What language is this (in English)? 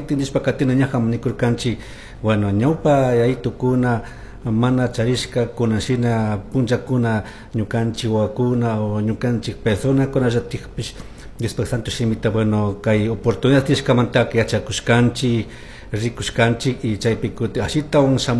Chimborazo Highland Quichua